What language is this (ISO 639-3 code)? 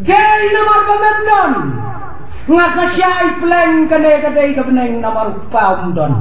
kha